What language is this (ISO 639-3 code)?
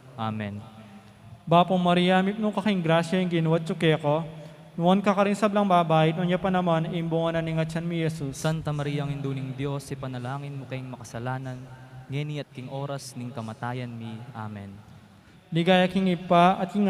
pam